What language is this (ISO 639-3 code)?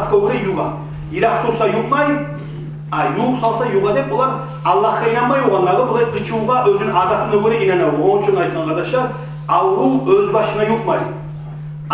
kum